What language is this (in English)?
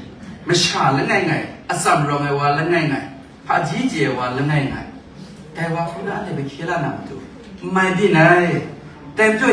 Kachin